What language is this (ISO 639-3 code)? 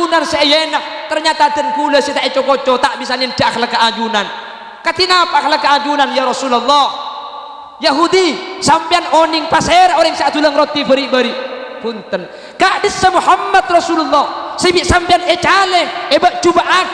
mad